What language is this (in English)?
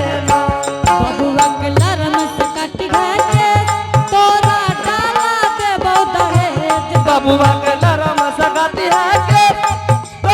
Angika